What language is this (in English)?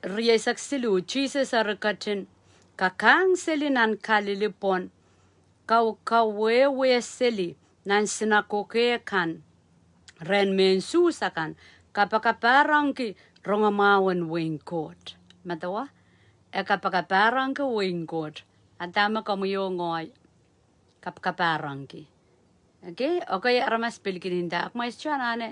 Pohnpeian